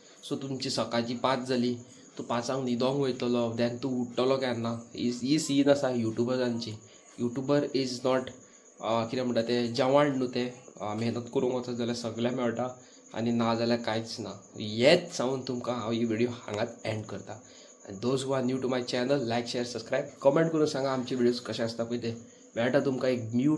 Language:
Konkani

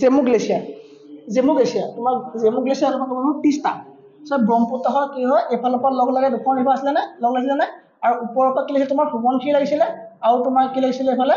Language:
Assamese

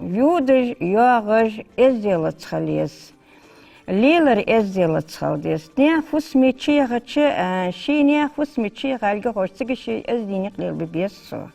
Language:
Ingush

